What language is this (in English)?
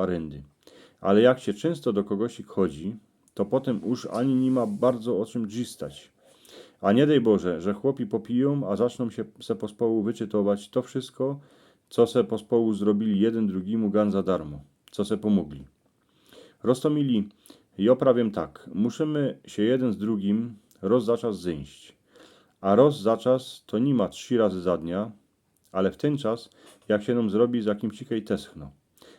Silesian